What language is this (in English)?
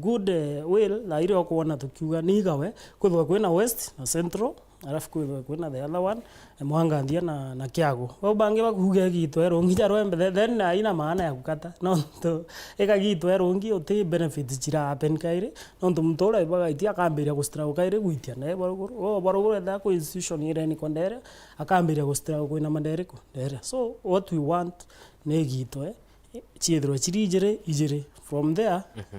Meru